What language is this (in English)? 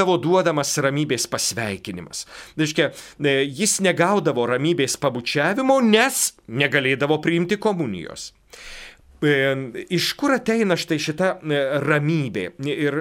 Lithuanian